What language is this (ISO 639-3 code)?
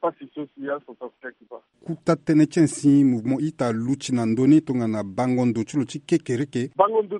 sag